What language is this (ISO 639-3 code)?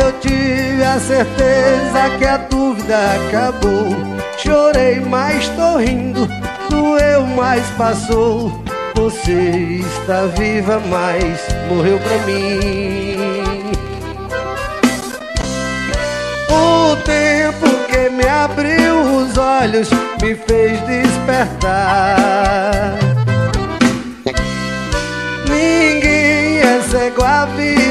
por